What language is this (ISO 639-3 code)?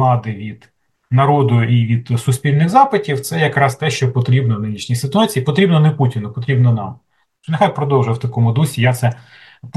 ukr